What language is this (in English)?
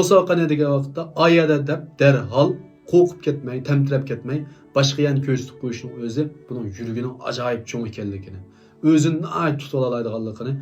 Uyghur